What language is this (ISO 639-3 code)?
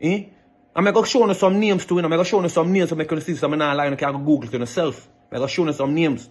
jam